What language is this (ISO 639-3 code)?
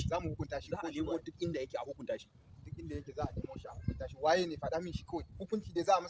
hau